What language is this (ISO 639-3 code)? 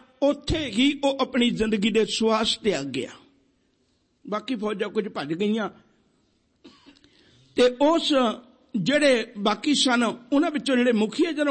pan